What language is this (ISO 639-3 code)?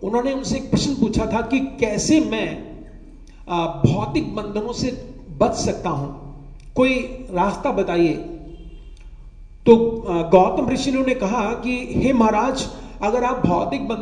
hin